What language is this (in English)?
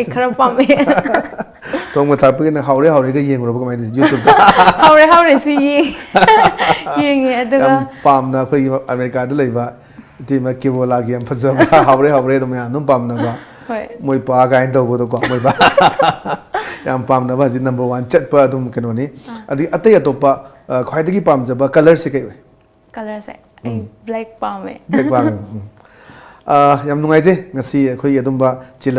Manipuri